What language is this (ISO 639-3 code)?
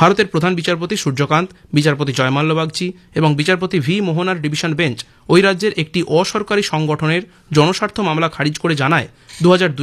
ben